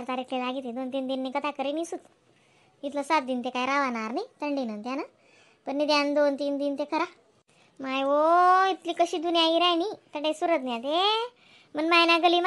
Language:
Khandesi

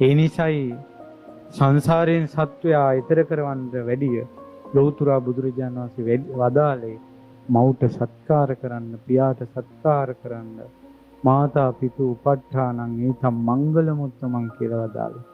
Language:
Sinhala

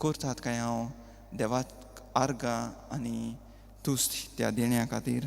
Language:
Konkani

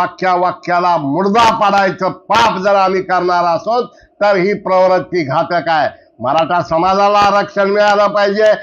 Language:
Marathi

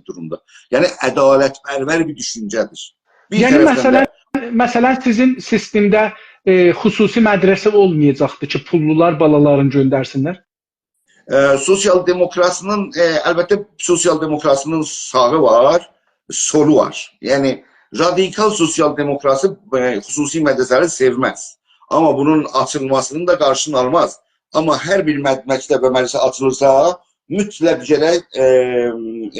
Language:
South Azerbaijani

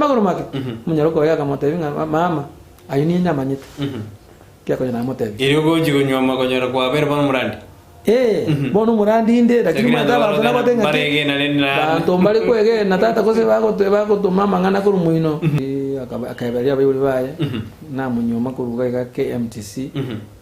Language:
Gusii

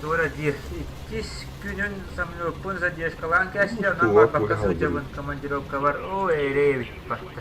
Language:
Yakut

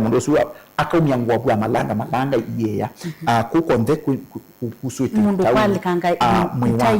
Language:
Kamba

